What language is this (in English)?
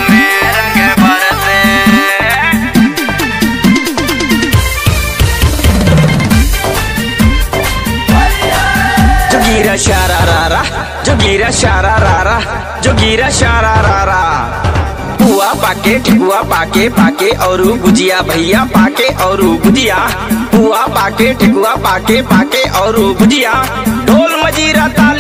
Bhojpuri